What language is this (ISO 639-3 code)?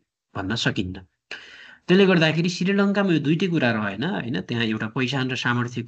nep